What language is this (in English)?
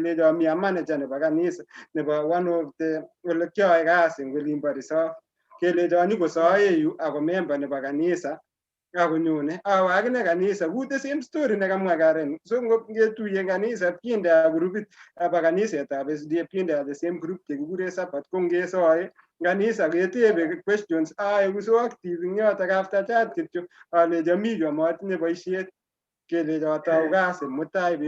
Kalenjin